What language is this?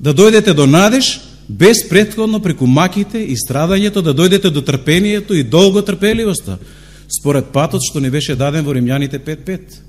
Macedonian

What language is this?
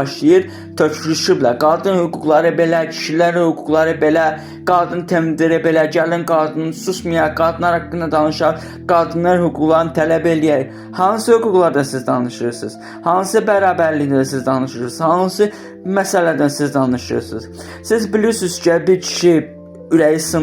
Azerbaijani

